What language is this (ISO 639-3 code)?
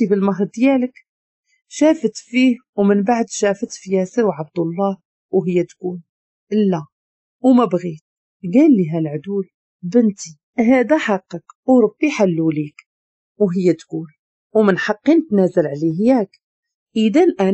ary